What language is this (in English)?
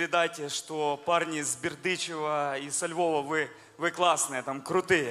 Russian